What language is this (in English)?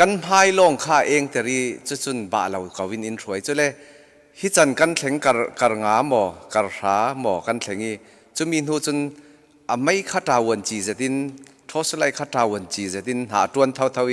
Falam Chin